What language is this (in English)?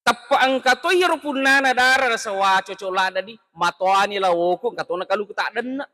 Buginese